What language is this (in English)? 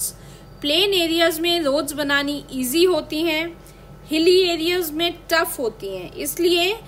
Hindi